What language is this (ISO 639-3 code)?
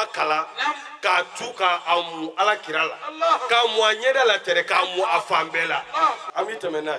bam